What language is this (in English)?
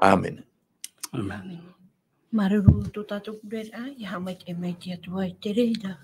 Tahitian